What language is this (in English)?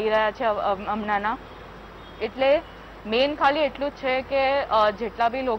Gujarati